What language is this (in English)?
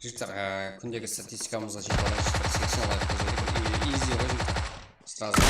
Kara-Kalpak